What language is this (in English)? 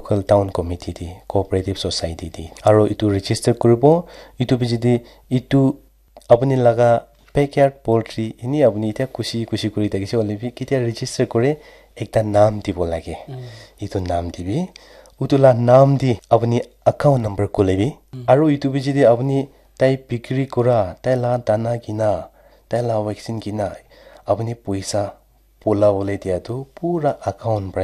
Naga Pidgin